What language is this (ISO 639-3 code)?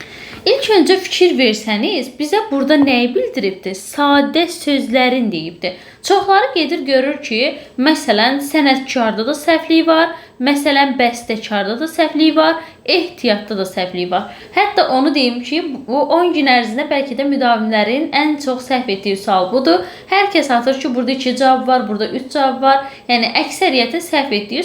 aze